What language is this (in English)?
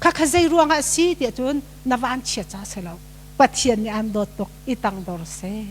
Hakha Chin